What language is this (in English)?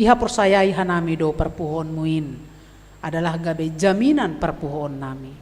Batak Simalungun